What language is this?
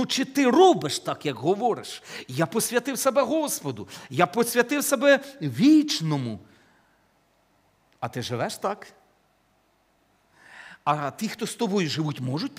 Ukrainian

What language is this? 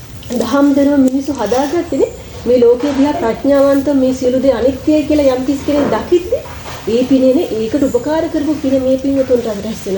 Sinhala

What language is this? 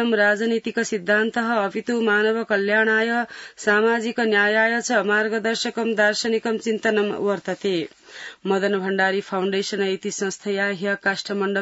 Sanskrit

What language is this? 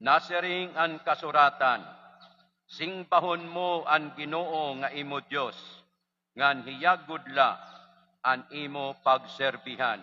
Waray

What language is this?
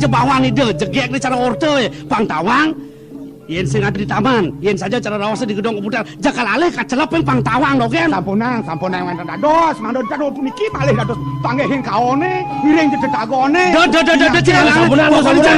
Balinese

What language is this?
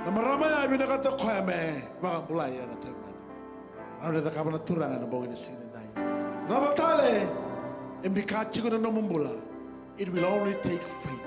Fijian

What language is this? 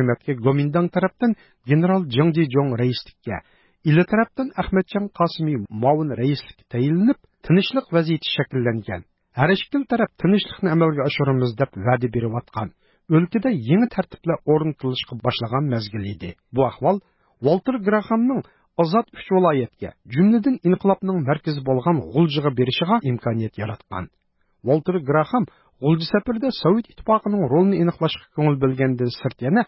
Uyghur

